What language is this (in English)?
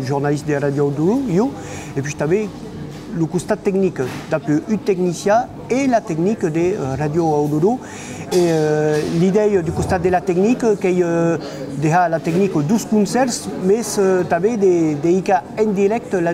Occitan